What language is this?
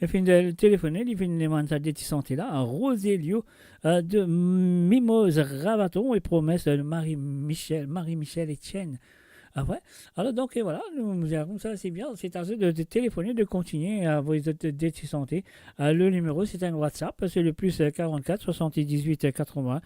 Morisyen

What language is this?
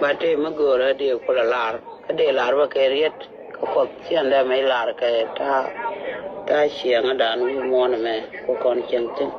Nuer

